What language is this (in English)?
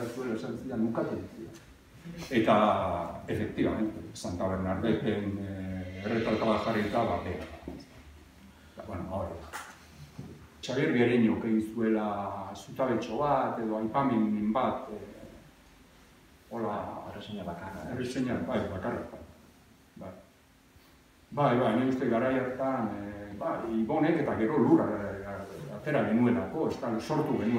Basque